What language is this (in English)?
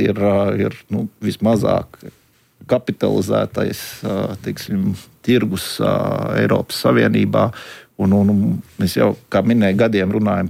Latvian